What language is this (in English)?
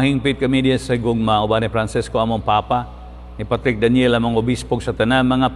Cebuano